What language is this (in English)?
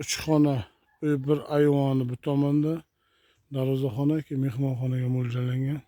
Uzbek